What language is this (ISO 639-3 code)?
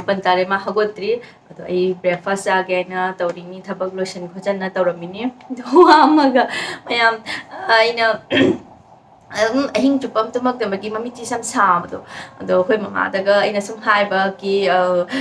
mni